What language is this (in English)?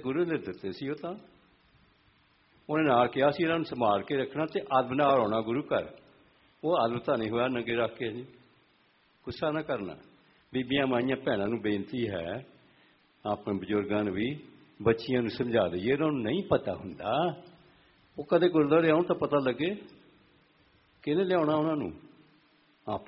Punjabi